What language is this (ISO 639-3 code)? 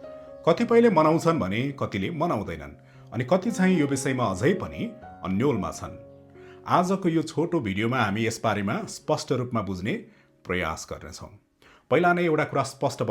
nep